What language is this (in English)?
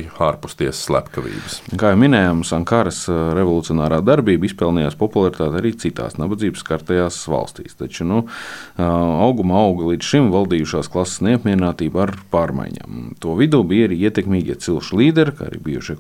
Latvian